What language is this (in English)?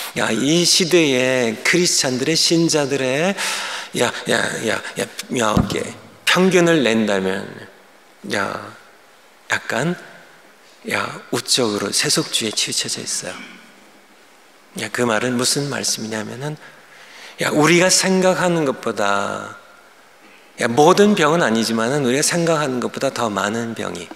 Korean